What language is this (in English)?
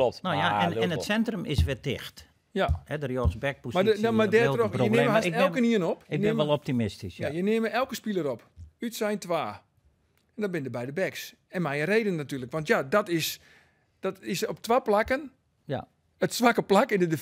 Western Frisian